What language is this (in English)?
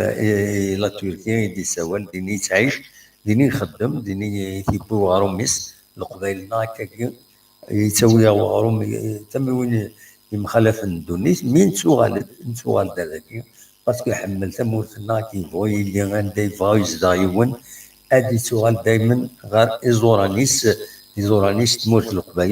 Kabyle